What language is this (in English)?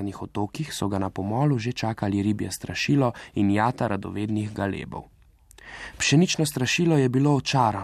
Slovenian